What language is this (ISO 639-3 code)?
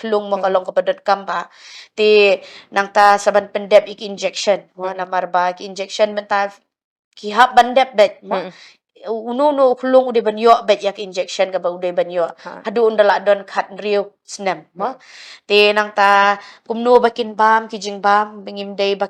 kha